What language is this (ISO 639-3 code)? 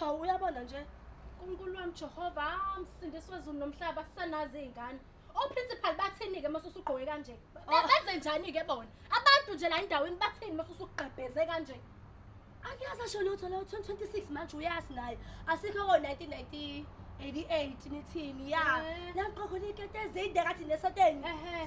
zul